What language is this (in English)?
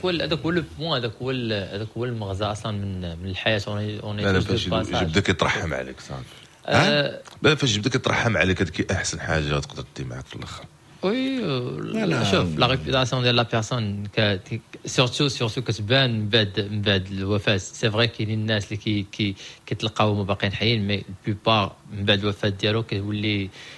Moroccan Arabic